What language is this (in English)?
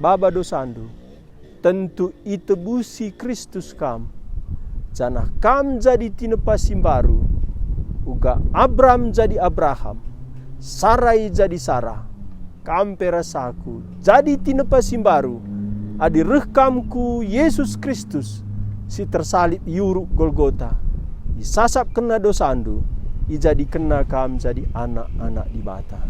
Batak Karo